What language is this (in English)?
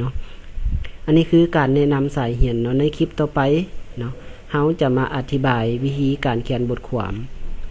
Lao